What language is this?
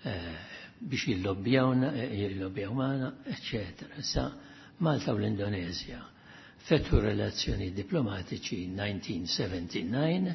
Maltese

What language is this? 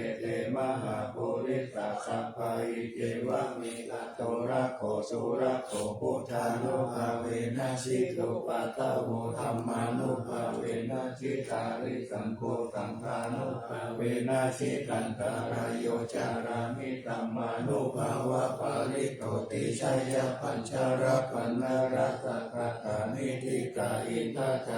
Pali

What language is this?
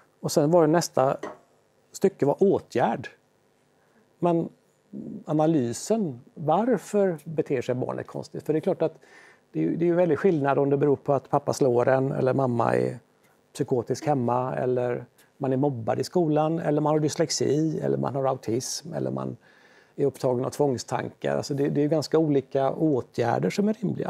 Swedish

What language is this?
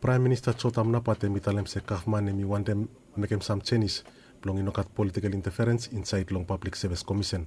Bislama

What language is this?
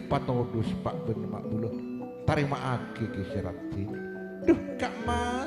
Madurese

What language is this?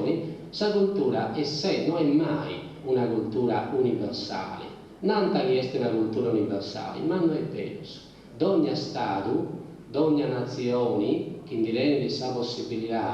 Sardinian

